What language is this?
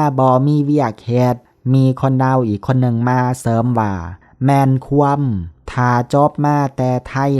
Lao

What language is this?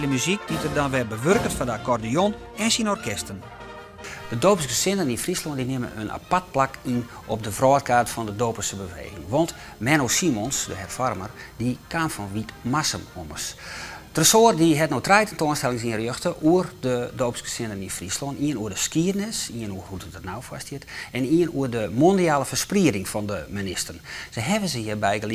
Western Frisian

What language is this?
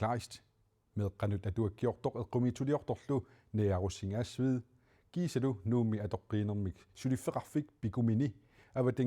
Kalaallisut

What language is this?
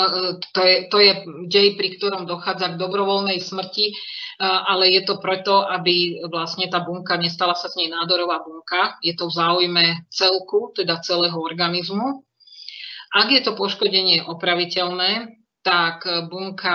Slovak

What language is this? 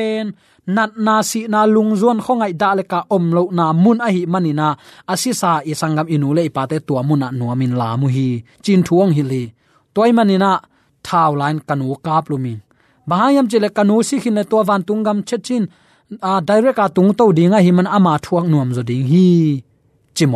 Tedim Chin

